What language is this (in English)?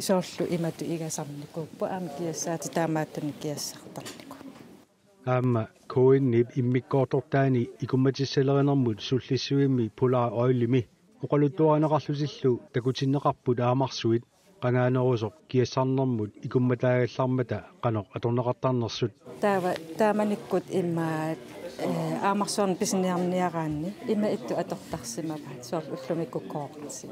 Kalaallisut